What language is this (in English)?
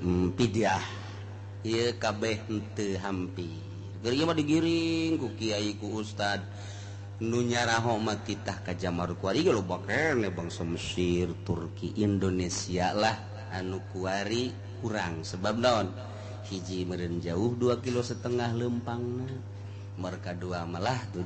Sundanese